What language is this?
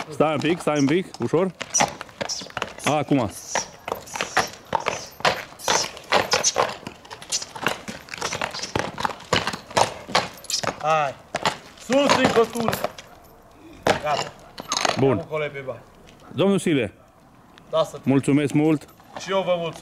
Romanian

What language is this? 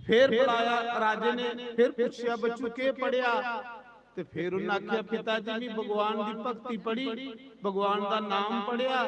Dogri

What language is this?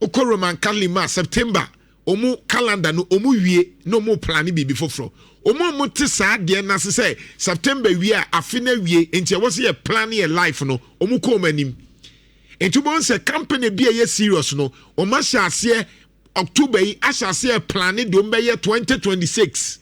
Akan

